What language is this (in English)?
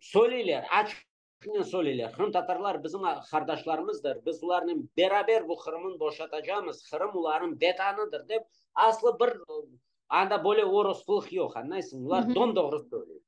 Crimean Tatar